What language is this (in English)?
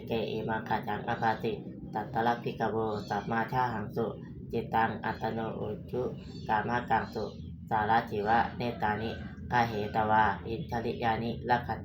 Pali